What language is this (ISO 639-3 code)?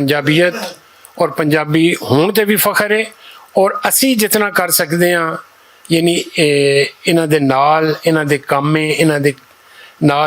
lah